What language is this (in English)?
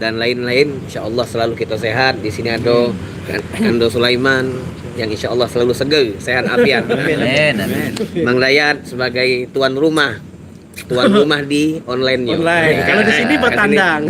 Musi